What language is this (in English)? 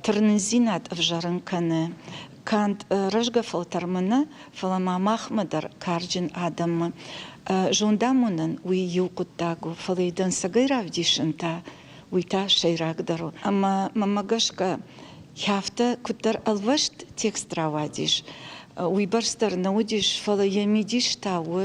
Ossetic